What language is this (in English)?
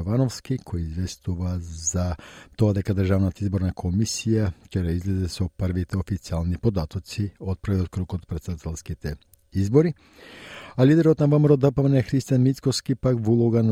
Macedonian